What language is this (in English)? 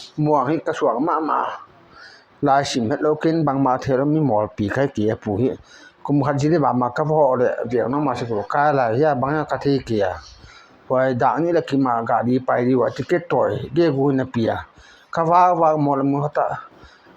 Paite Chin